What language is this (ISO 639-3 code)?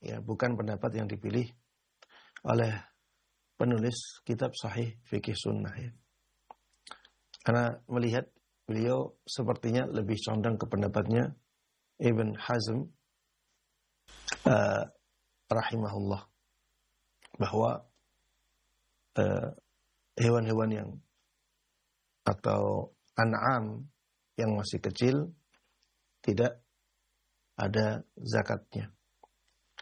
ind